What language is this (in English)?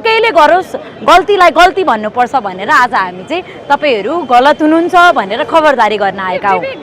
Nepali